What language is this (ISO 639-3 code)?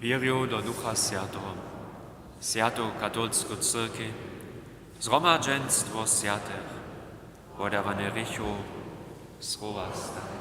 hsb